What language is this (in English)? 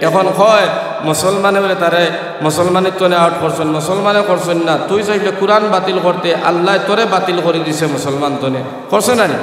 Sylheti